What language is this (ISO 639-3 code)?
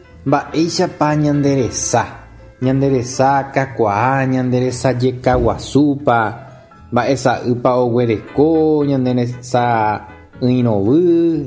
grn